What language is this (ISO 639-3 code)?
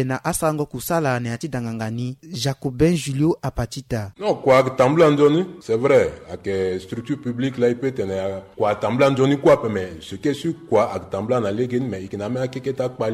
sag